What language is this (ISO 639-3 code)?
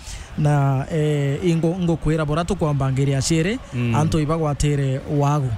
mer